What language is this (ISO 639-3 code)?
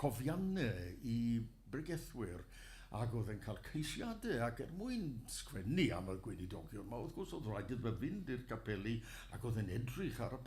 cym